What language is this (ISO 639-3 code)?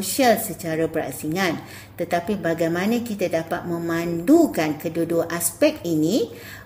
msa